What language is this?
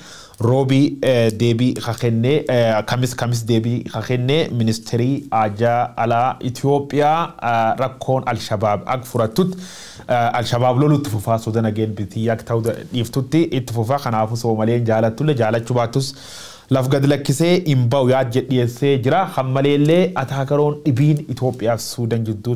Oromo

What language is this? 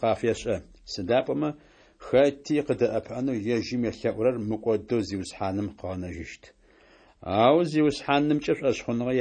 Adyghe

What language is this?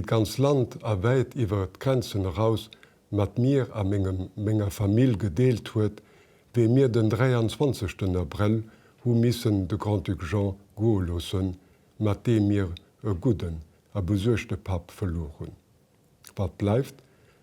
Luxembourgish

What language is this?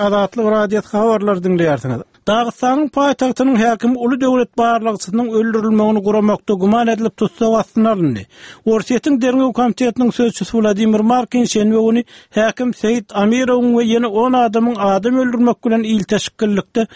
Turkmen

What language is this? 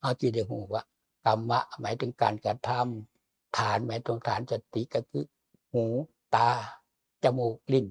Lao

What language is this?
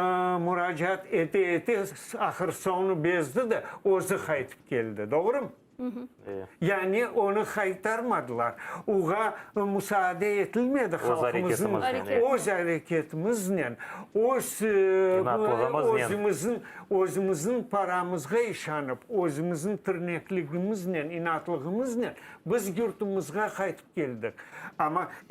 Crimean Tatar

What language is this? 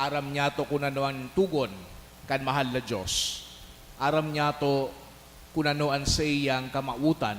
Bikol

